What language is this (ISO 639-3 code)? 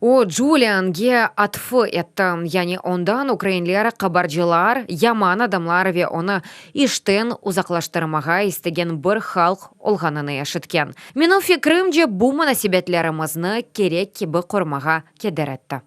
crh